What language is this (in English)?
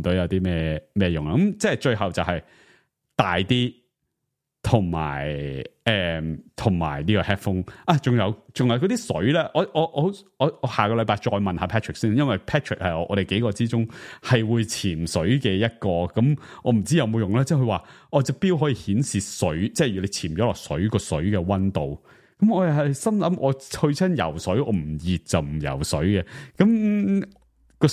Cantonese